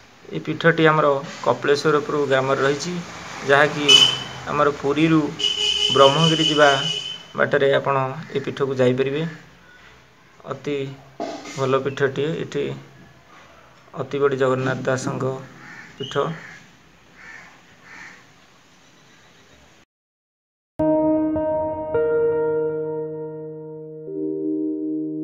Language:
Odia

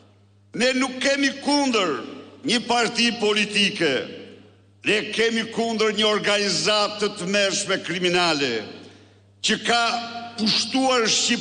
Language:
Albanian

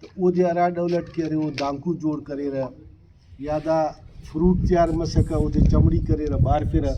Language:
Brahui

